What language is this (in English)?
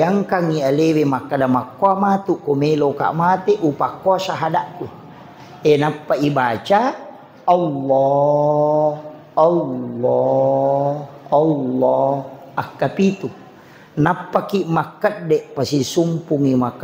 Buginese